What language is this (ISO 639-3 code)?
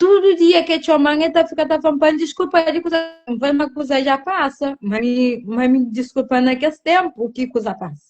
kea